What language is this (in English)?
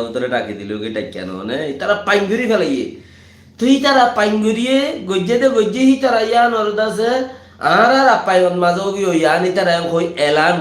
Rohingya